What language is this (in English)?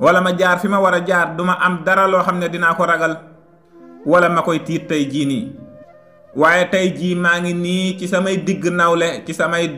Wolof